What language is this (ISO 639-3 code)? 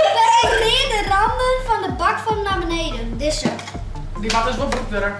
fry